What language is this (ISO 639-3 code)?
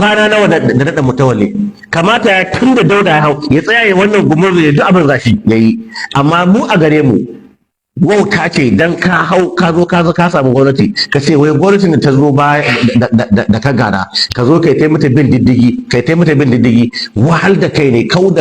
hau